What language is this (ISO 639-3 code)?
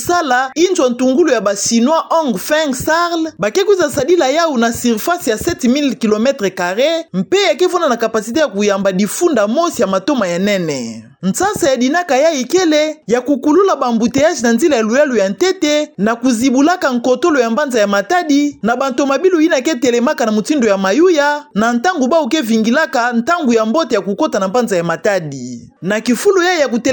ktu